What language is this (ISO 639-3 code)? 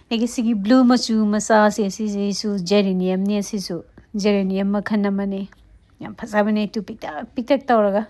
mni